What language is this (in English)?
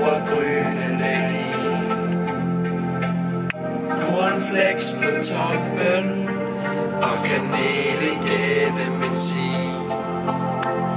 Danish